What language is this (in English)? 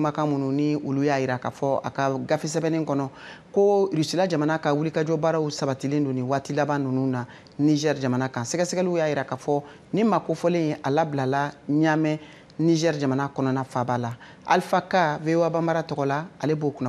Bambara